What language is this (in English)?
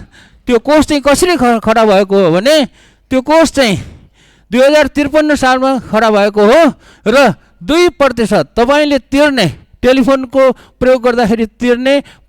Nepali